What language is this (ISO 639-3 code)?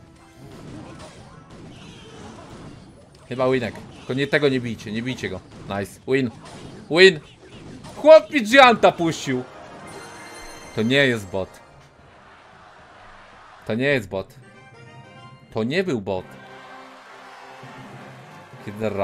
pol